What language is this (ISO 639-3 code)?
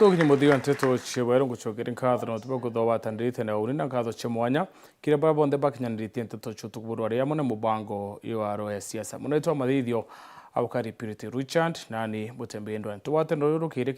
mer